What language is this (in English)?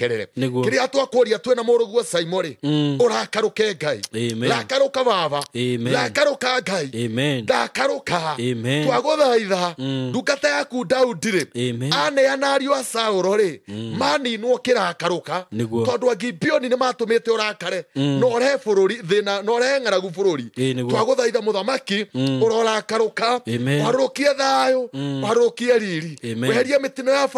Kikuyu